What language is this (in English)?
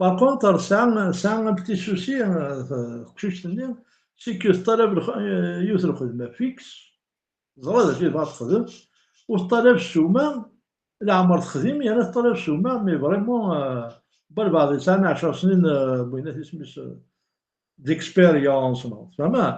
Kabyle